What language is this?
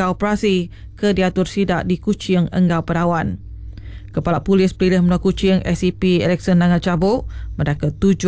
Iban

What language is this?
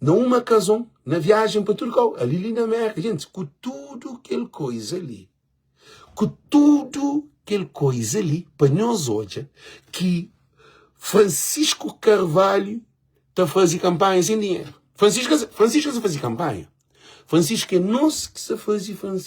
Kabuverdianu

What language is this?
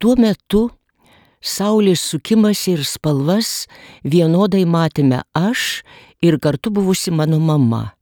Lithuanian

